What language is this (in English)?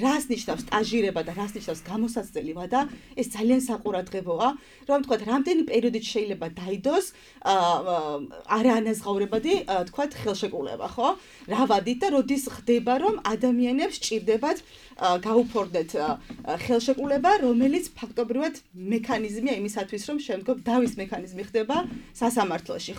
Georgian